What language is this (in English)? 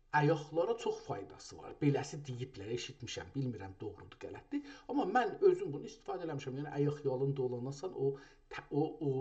South Azerbaijani